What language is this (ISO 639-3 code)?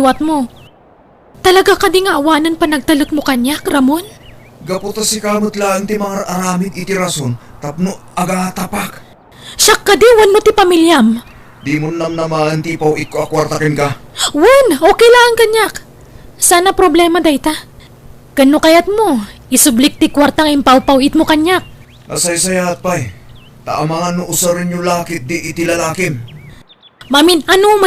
ilo